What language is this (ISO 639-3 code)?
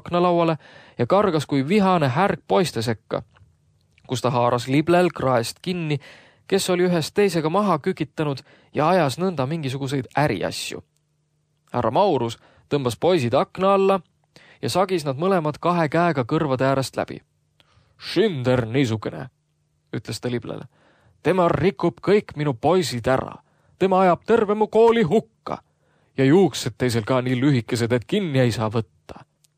est